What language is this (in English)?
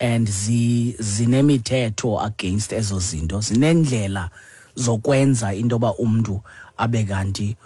Xhosa